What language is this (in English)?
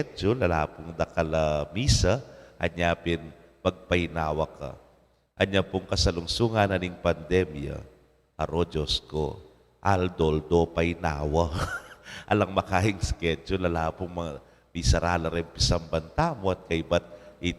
Pampanga